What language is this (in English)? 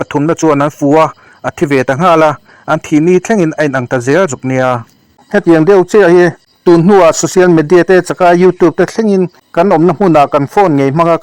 Mizo